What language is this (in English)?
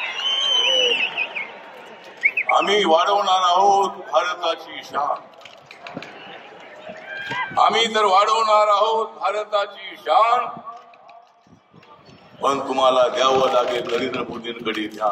Marathi